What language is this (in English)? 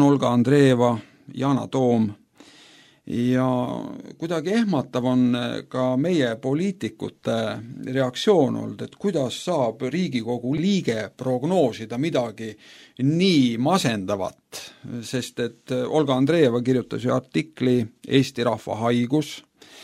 Estonian